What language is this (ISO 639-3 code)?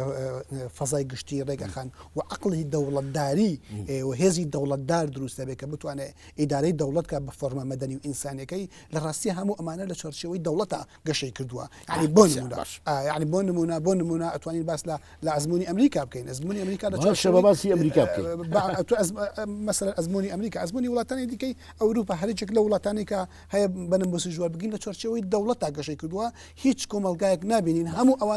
ckb